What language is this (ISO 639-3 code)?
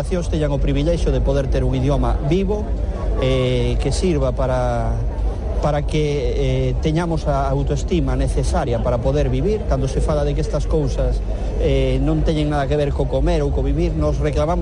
glg